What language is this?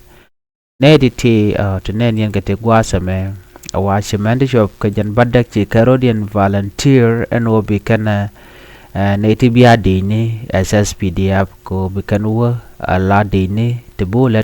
Nuer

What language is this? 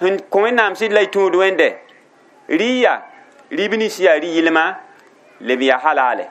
Mossi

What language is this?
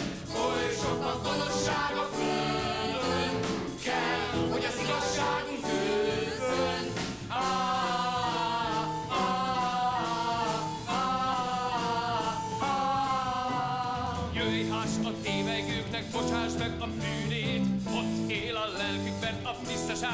Hungarian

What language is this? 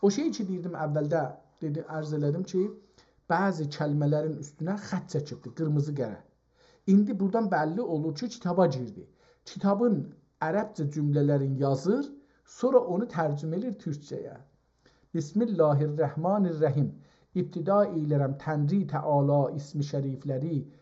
South Azerbaijani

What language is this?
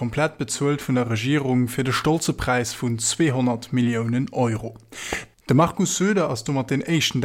Luxembourgish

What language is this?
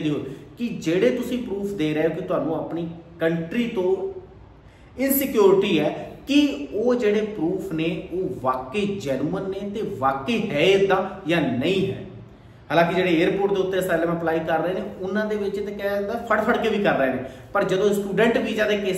Punjabi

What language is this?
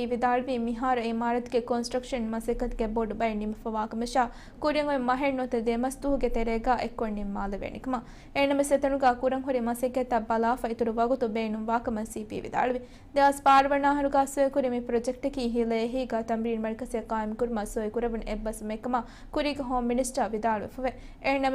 Divehi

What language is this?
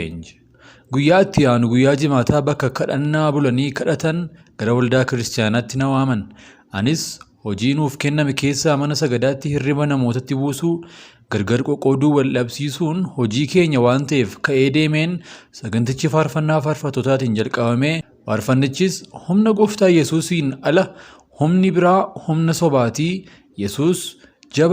Oromo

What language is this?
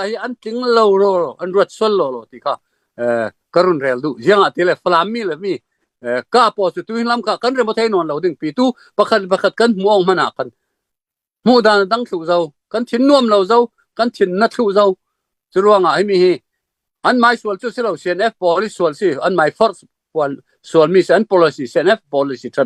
Falam Chin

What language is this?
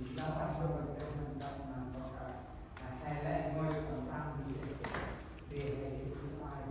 Central Mnong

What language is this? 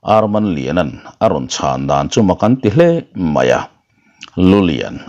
Mizo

